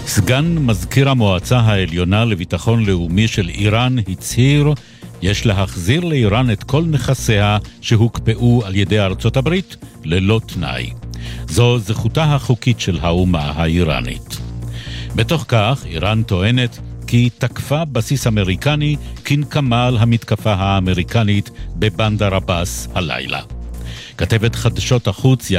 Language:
Hebrew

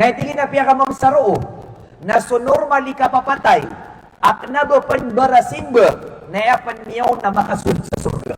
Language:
Maranao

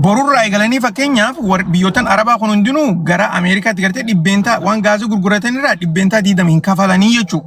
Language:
Oromo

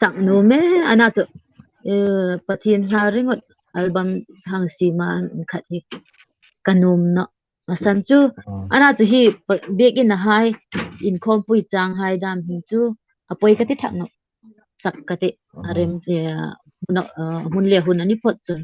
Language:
Hmar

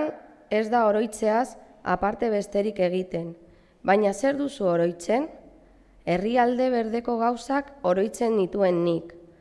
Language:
Basque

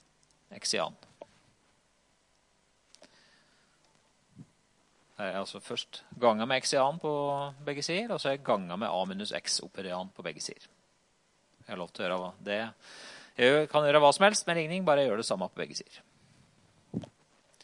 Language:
Norwegian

